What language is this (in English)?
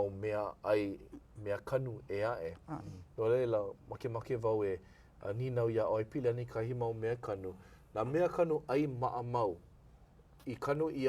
Hawaiian